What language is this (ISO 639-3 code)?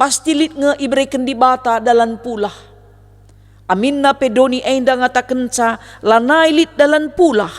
btx